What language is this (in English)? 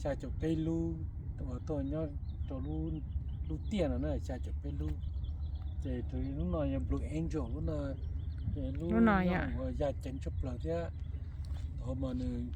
Hmong